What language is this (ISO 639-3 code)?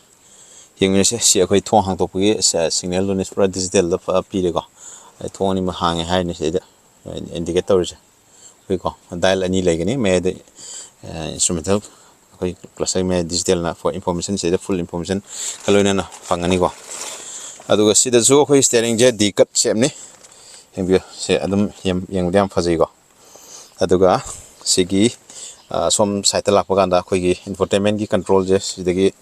mni